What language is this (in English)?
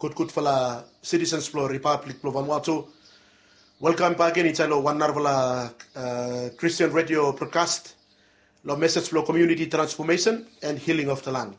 Bislama